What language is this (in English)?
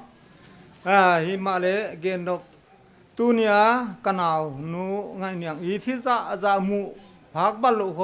Paite Chin